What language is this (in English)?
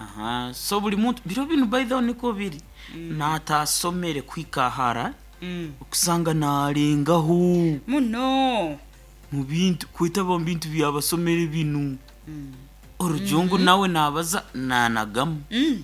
Nyoro